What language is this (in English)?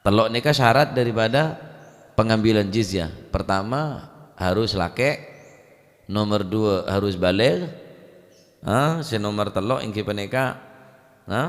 Madurese